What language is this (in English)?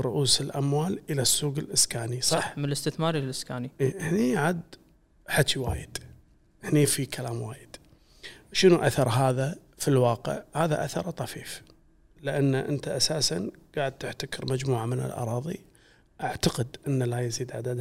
Gulf Arabic